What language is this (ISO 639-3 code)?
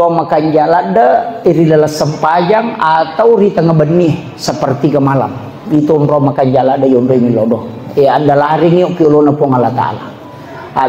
bug